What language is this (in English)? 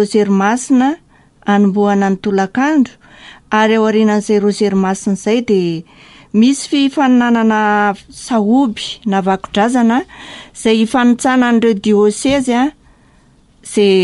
Malagasy